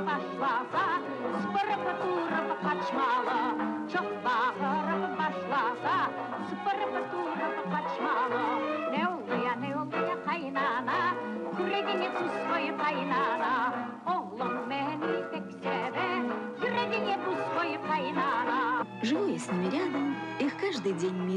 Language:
Crimean Tatar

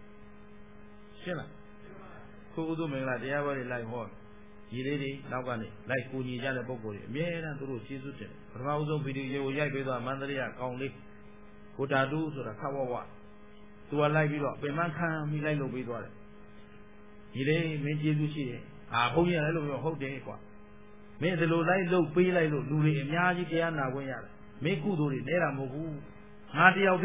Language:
Burmese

